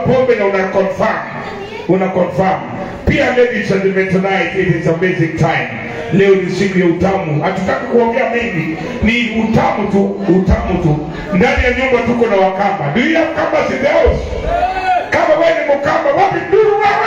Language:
Swahili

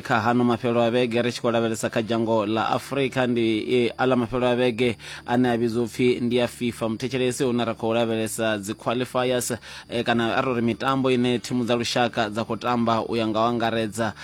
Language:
Venda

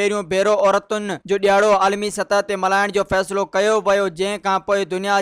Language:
Sindhi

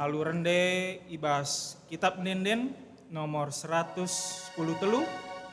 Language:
Batak Karo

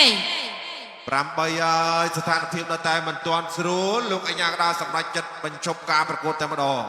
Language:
Khmer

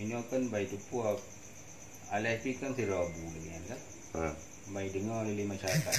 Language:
Achinese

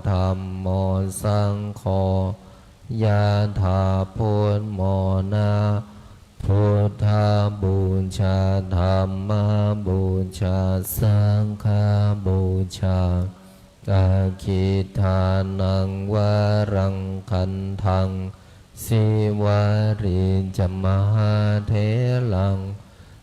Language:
Pali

